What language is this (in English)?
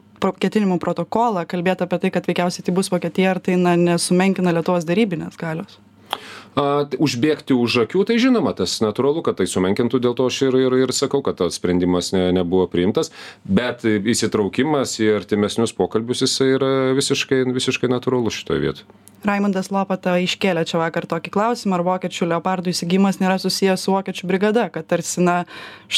Lithuanian